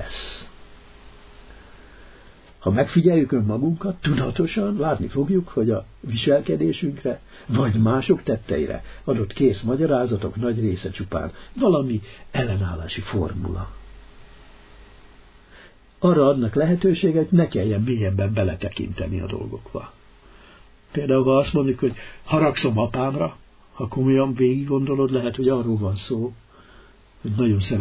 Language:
Hungarian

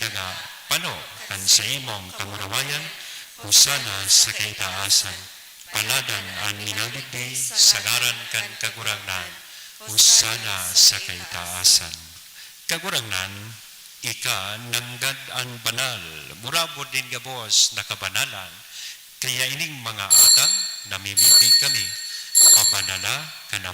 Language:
Bikol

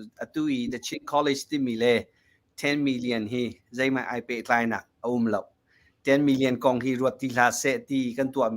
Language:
Hakha Chin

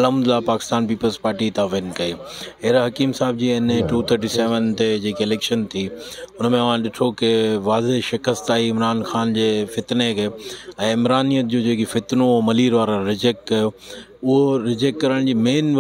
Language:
Sindhi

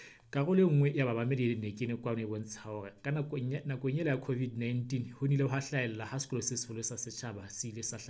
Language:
Southern Sotho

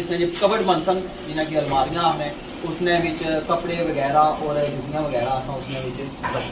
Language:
Pahari-Potwari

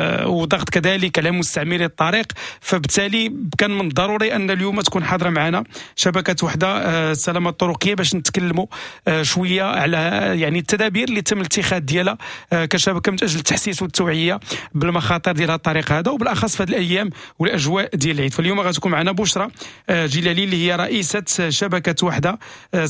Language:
Moroccan Arabic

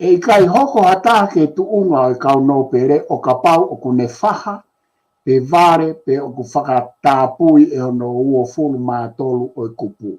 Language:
Tongan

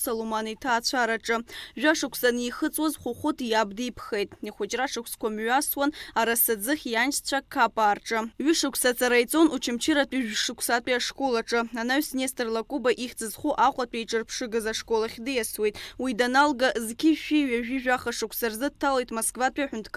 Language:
Abkhazian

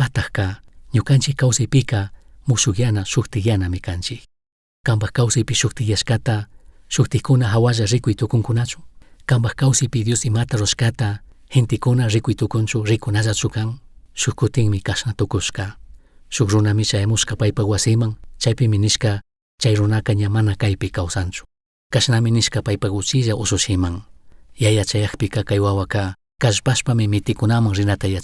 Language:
Chimborazo Highland Quichua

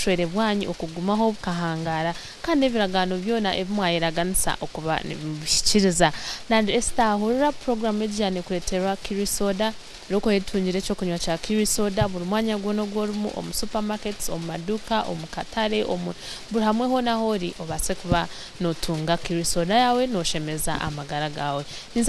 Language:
Nyankole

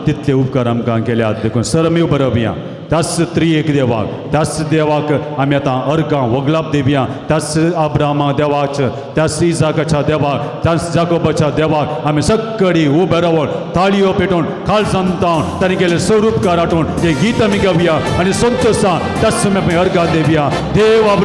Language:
Konkani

